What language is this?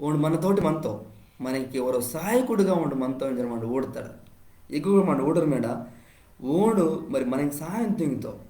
Koya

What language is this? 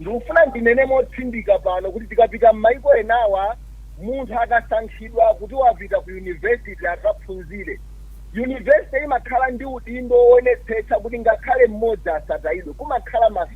Nyanja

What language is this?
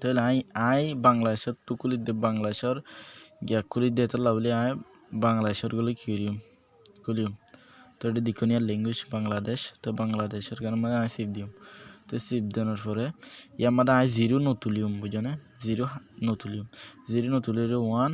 Rohingya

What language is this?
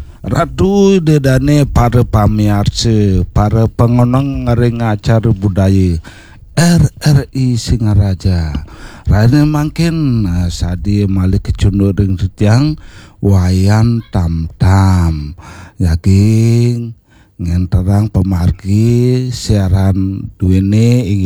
Balinese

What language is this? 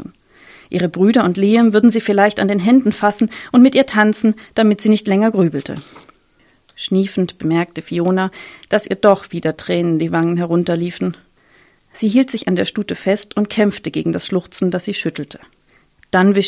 German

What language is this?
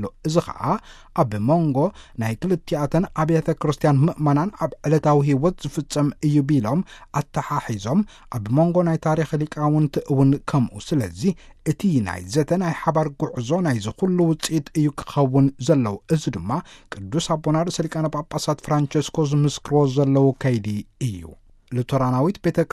Tigrinya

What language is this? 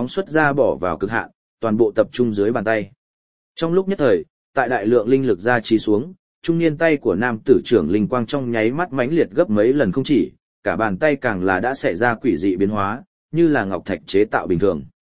Vietnamese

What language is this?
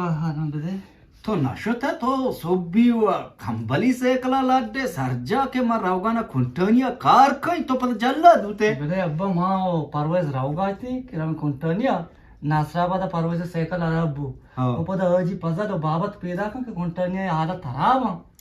Eastern Balochi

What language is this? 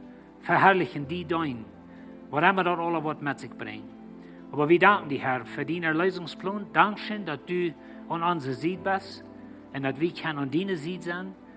Plautdietsch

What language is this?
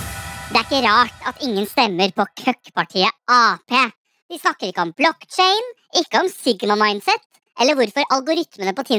Norwegian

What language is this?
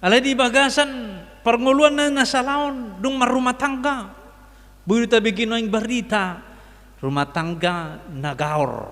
Batak Toba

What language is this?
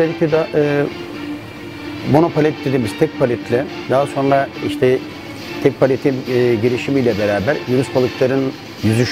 Turkish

